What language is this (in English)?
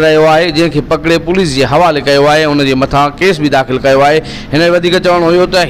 Sindhi